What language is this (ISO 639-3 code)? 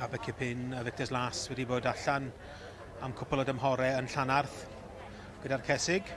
cym